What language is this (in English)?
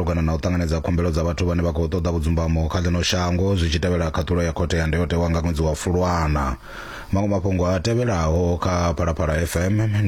Venda